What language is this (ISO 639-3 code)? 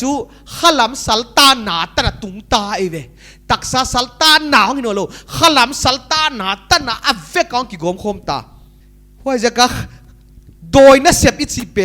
pck